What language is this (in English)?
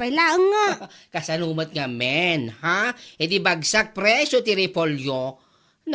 Iloko